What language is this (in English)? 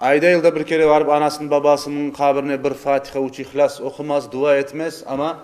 Crimean Tatar